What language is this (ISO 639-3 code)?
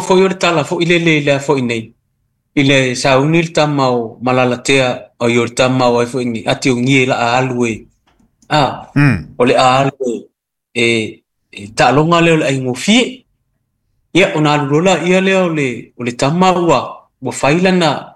smo